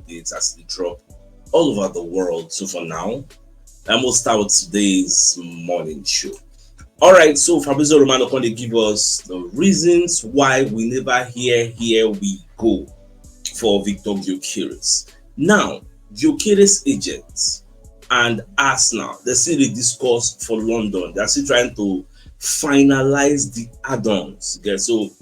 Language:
Nigerian Pidgin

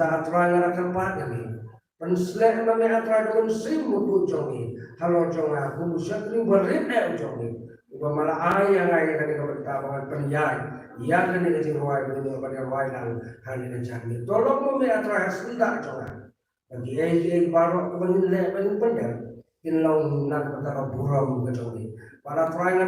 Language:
Khasi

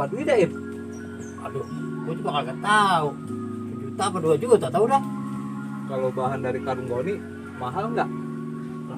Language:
Betawi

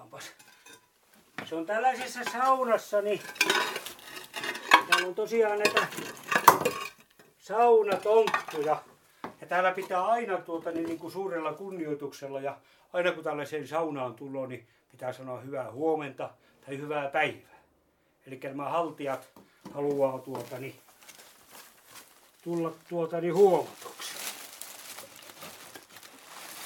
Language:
Finnish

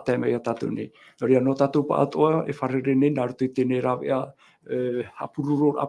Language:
Tahitian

